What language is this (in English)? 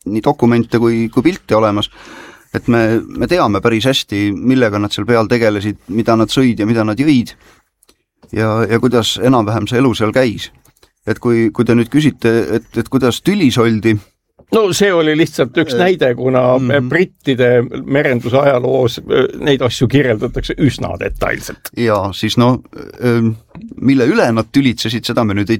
Estonian